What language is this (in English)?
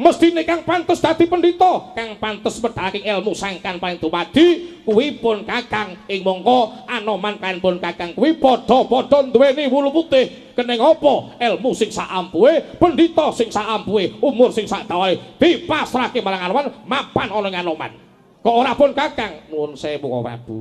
Javanese